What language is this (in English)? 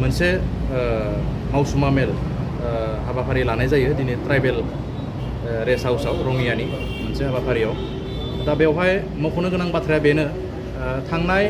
Bodo